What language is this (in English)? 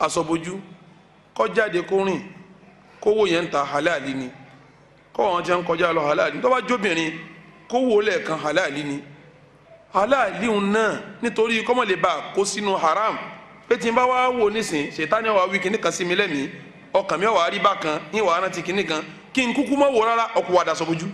Yoruba